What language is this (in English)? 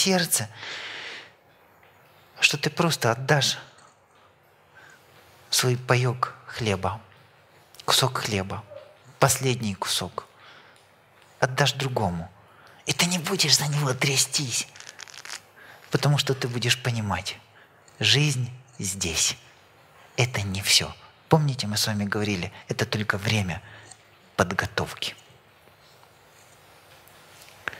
Russian